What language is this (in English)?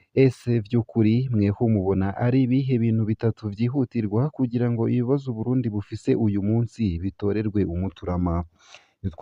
Rundi